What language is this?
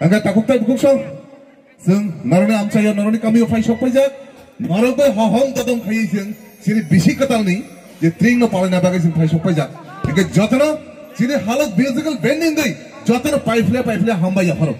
Kok Borok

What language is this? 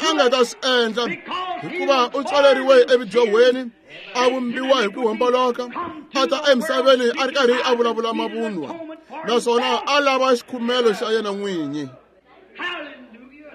Tsonga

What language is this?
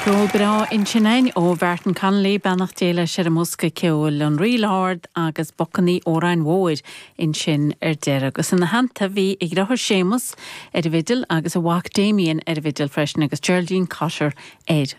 Irish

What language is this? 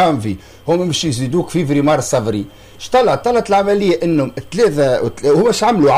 Tunisian Arabic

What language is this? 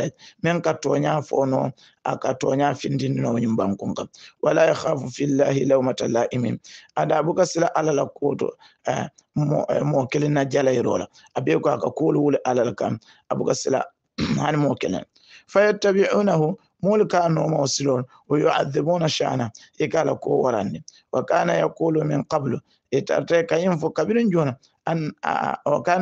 Hausa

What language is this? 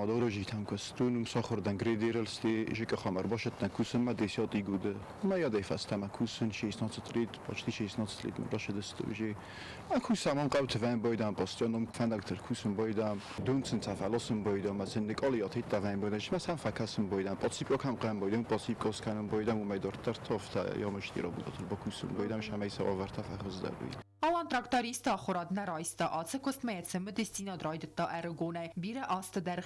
Ossetic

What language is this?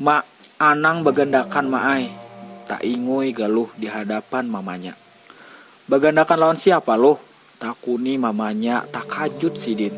Banjar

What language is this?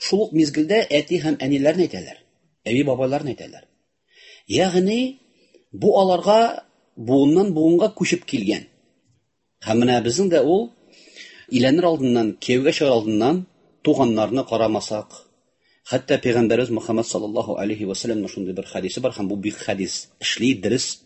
Tatar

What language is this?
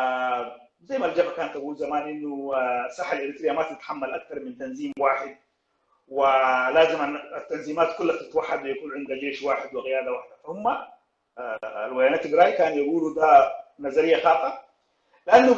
Sudanese Arabic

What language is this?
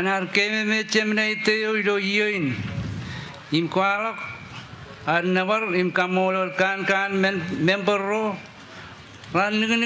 Marshallese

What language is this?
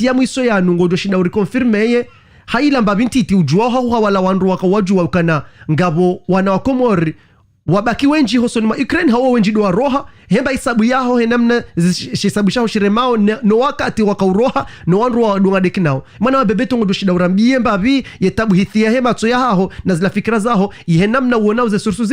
Ngazidja Comorian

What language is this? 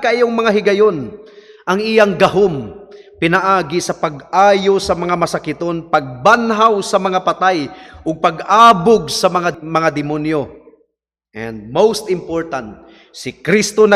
Cebuano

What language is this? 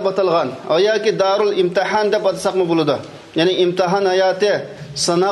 Uyghur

